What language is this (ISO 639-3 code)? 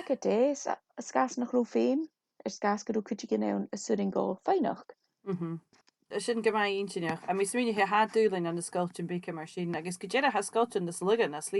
gla